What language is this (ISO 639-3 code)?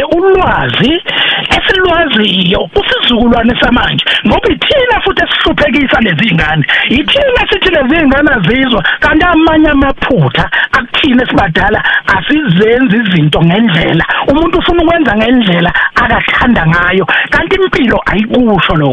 zul